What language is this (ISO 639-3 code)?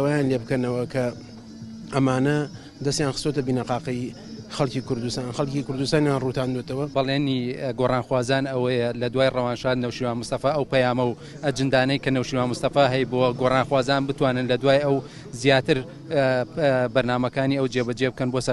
ckb